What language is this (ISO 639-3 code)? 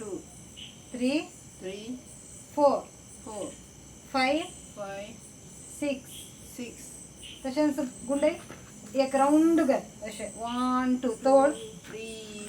kok